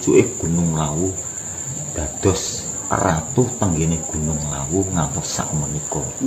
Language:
Javanese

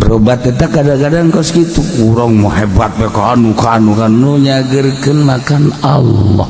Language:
Sundanese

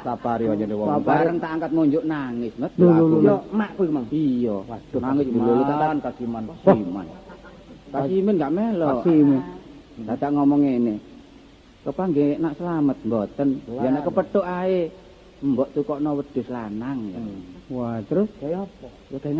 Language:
Javanese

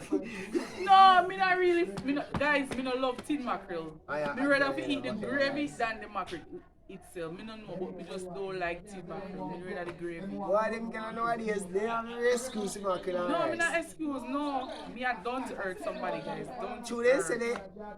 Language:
Jamaican Creole English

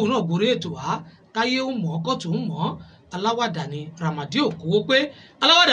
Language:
Yoruba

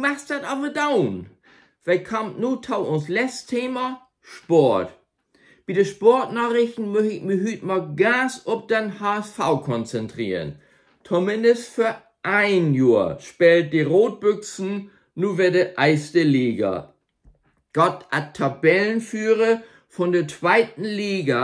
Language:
Low German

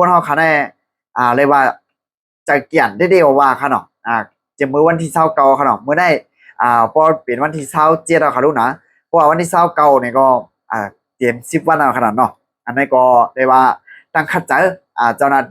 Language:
Shan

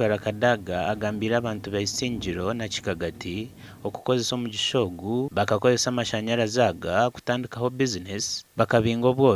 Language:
Nyankole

